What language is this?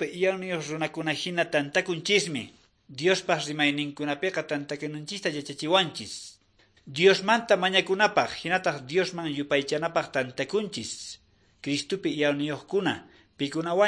Quechua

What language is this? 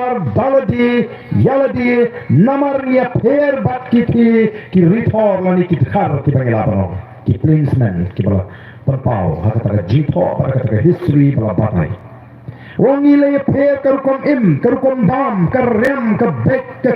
Khasi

